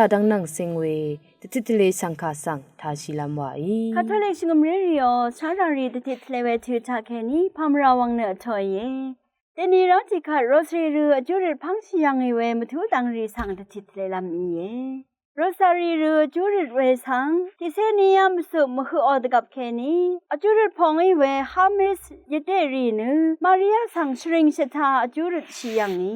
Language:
Rawang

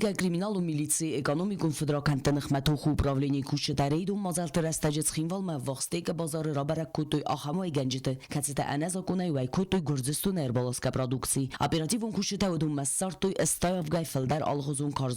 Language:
Ossetic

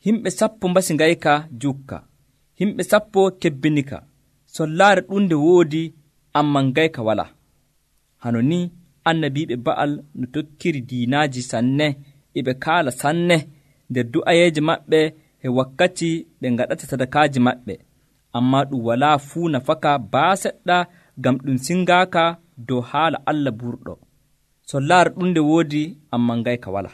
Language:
Nigerian Fulfulde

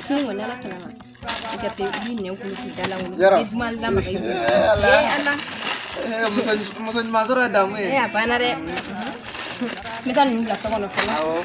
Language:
Bambara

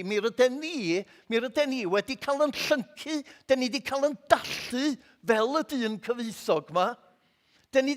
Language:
Welsh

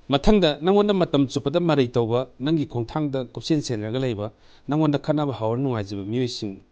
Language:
Manipuri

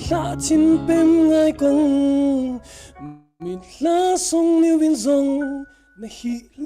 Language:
Falam Chin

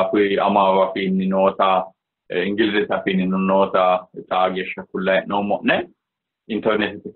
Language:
Sidamo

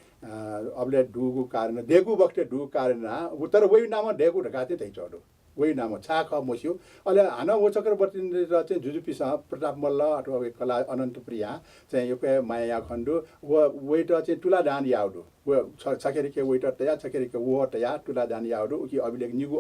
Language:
Newari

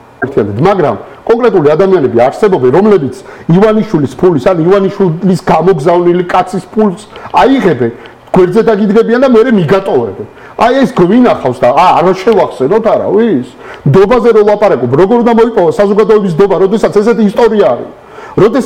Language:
Georgian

